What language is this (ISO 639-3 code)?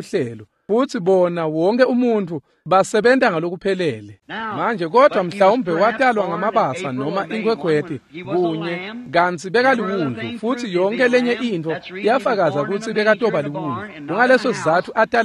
ssw